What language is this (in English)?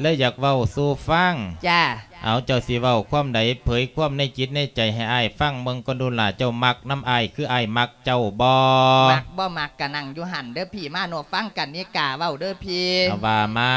Lao